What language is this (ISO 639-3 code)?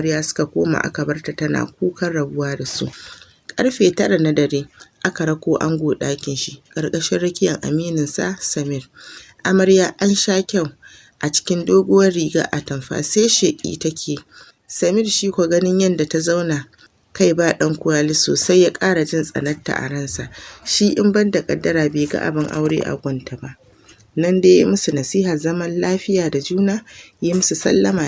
hau